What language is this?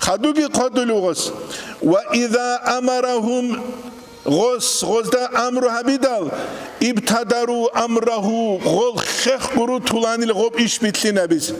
Avaric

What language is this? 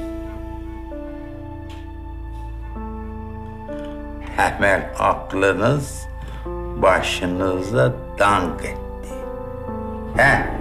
Turkish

